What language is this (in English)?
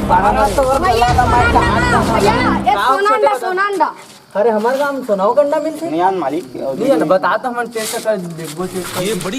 Chhattisgarhi